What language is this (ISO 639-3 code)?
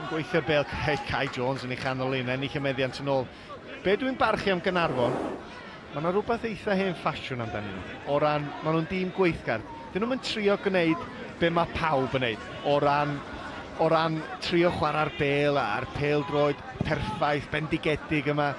cym